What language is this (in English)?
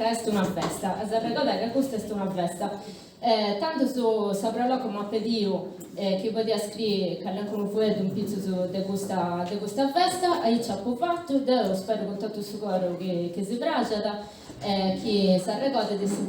Sardinian